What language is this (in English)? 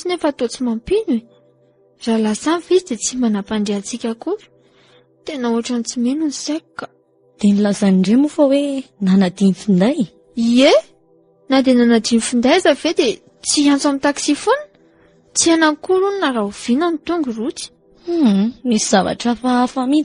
Malagasy